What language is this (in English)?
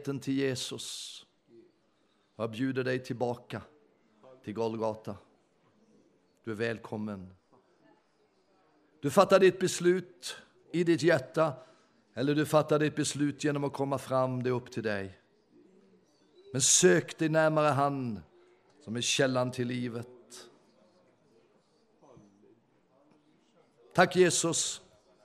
Swedish